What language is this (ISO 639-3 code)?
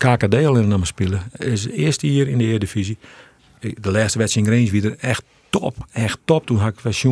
fry